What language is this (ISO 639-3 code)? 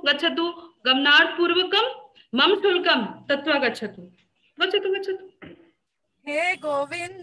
san